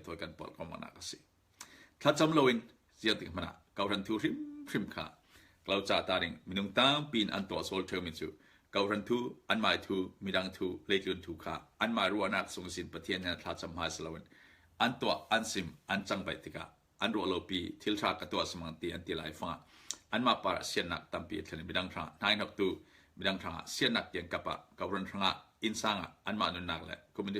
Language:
Falam Chin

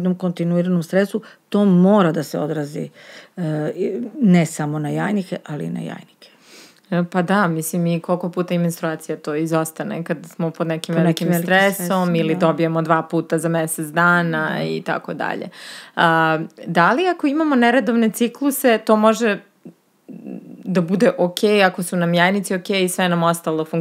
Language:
Serbian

